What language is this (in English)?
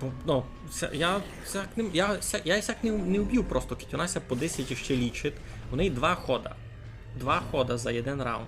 Rusyn